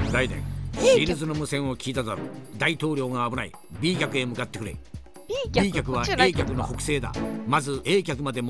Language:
Japanese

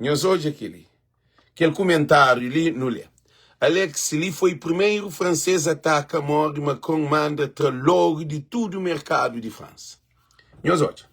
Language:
Kabuverdianu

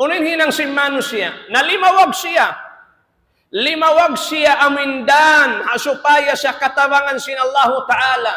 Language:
Tausug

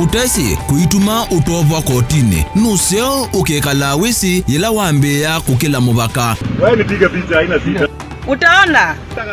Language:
Kamba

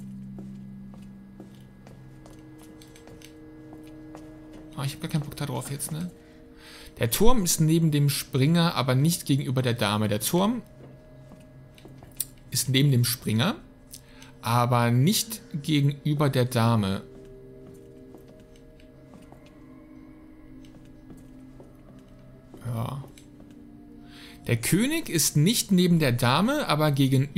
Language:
German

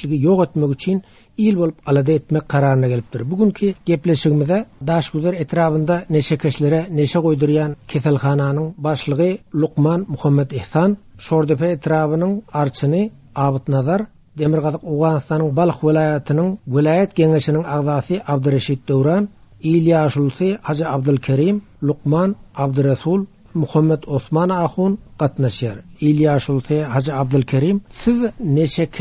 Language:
Turkmen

